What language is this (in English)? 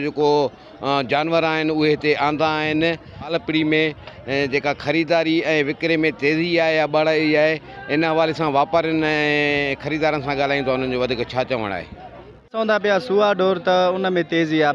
Sindhi